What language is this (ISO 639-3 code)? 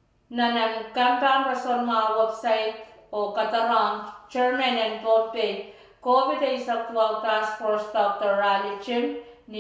pon